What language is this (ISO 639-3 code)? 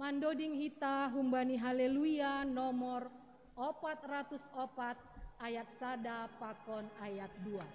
bts